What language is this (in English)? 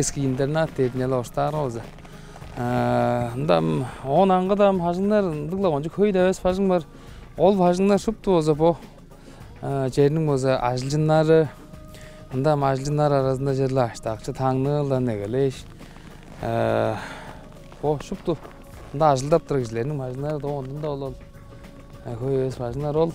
Tuvinian